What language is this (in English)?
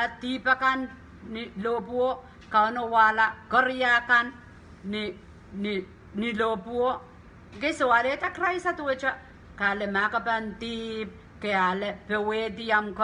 Pohnpeian